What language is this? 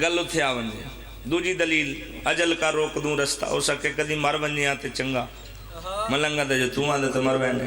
Pahari-Potwari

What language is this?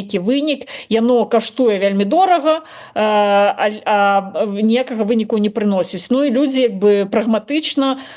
Belarusian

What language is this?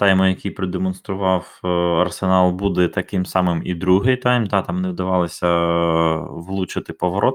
Ukrainian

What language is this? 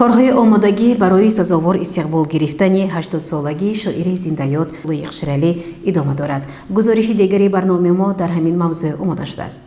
Tajik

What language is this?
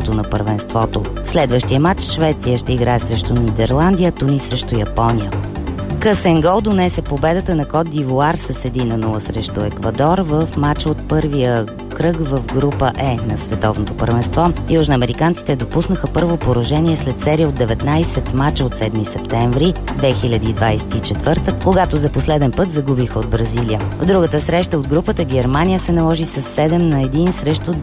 Bulgarian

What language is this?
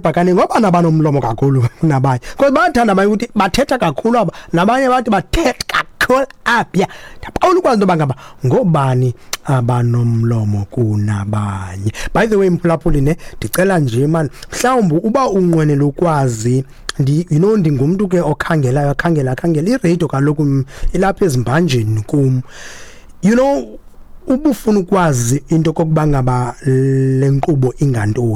Xhosa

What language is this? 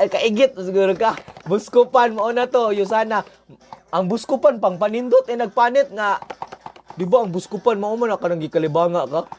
Cebuano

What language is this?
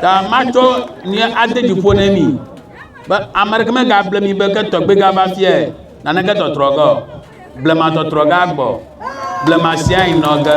Ewe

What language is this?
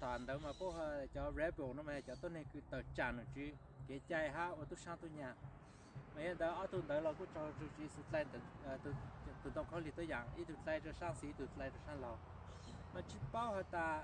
Hmong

